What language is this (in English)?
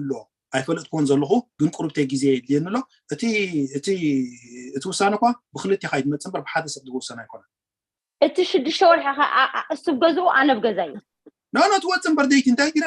Tigrinya